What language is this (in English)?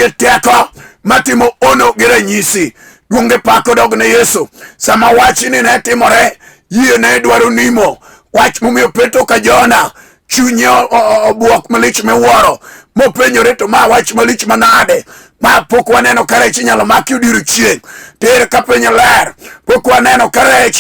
Luo (Kenya and Tanzania)